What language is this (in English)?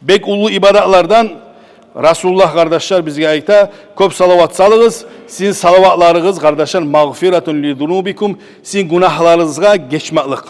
Kumyk